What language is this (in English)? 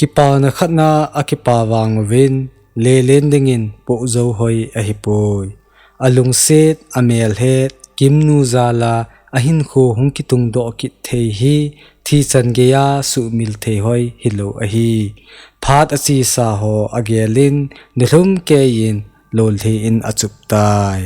Thado Chin